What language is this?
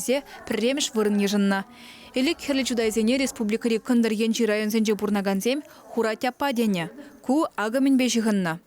Chuvash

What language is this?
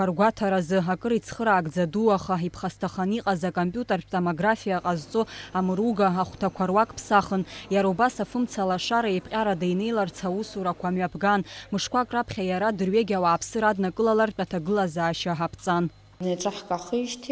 Abkhazian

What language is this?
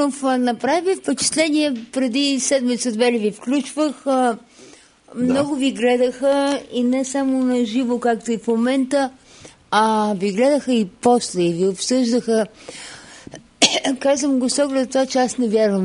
Bulgarian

